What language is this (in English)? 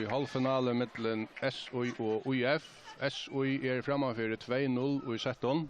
Faroese